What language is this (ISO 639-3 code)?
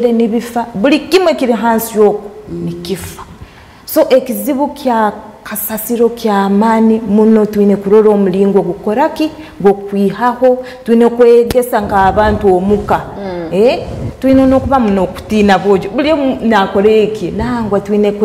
nyn